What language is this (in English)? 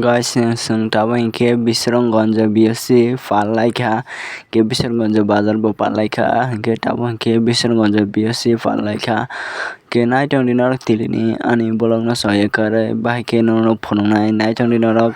Kok Borok